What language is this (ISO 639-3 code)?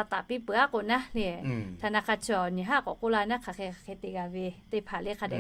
lhu